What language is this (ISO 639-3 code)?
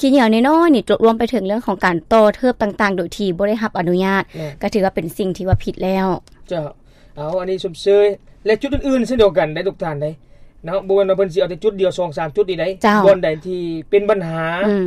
lao